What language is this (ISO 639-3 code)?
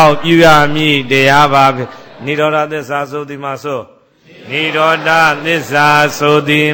mya